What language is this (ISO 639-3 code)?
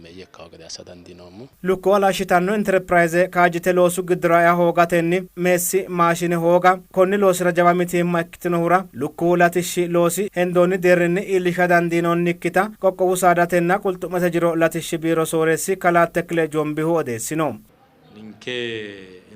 sid